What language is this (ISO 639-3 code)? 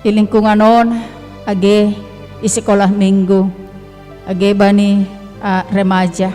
bts